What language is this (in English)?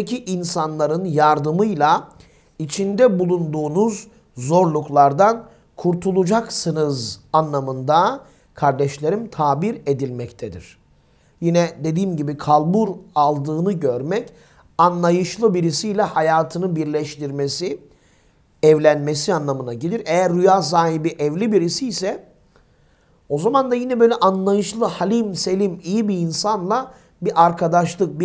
Turkish